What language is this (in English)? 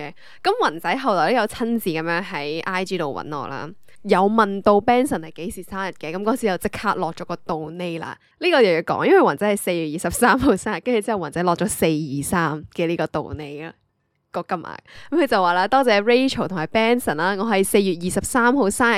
Cantonese